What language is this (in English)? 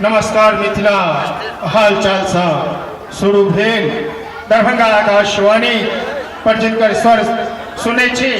Maithili